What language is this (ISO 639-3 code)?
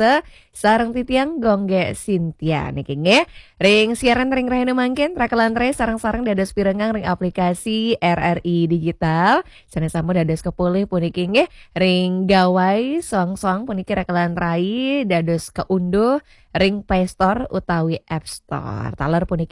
ban